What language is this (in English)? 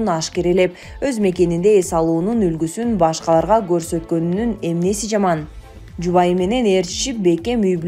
Kyrgyz